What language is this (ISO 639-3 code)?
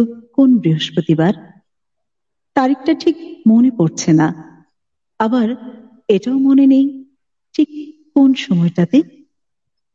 ben